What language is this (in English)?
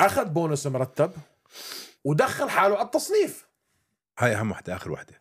North Levantine Arabic